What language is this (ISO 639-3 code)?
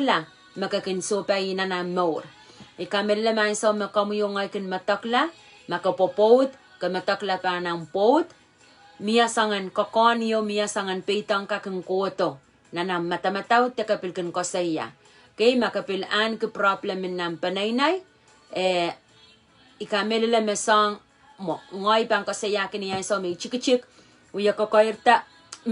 pon